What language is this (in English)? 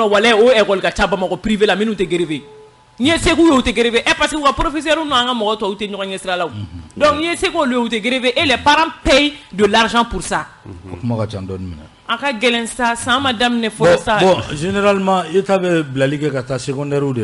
Bambara